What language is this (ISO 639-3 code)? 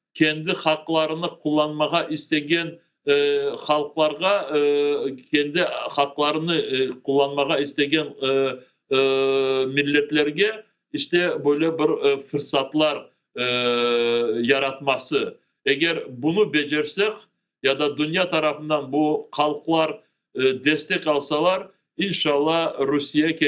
crh